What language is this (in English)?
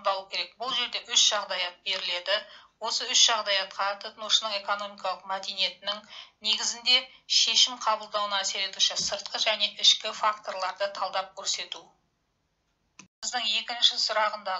Kazakh